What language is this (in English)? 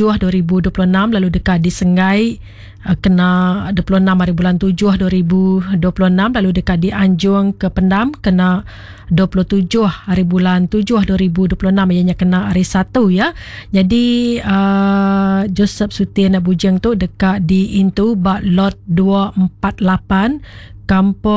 Iban